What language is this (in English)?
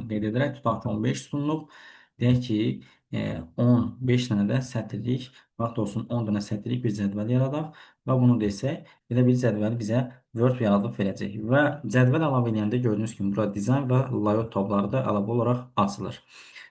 Azerbaijani